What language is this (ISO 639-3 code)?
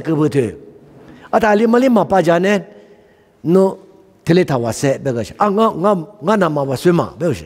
lis